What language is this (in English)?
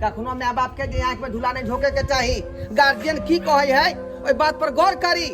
Maithili